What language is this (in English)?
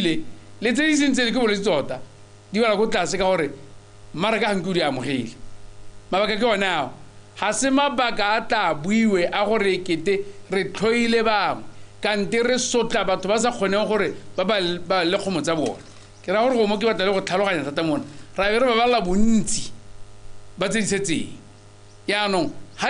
Tswana